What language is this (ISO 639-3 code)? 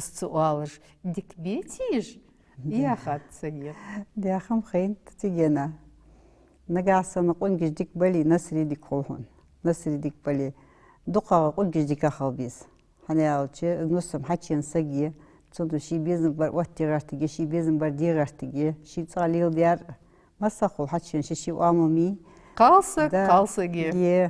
inh